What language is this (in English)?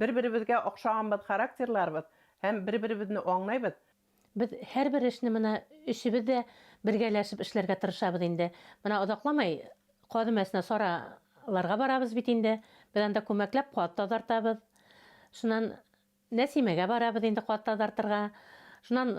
Bashkir